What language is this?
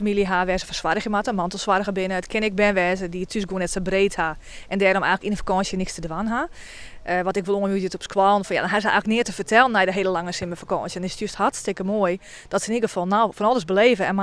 Western Frisian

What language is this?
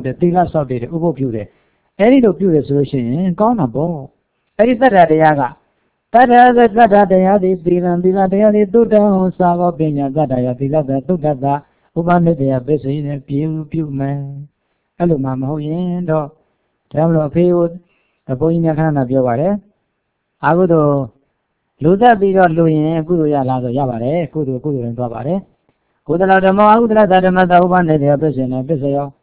Burmese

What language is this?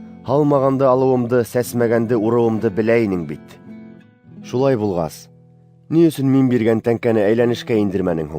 Bashkir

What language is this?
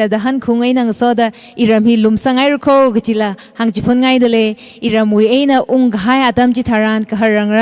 Tangkhul Naga (India)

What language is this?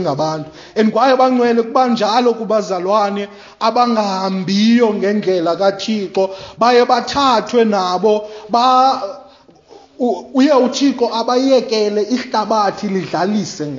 Xhosa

